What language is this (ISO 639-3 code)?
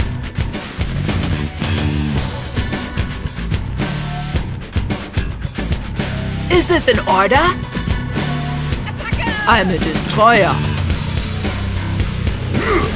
eng